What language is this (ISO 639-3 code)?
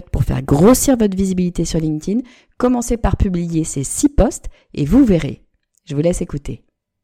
fra